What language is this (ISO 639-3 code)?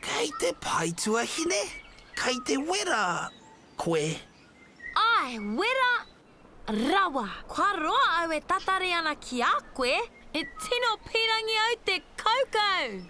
mri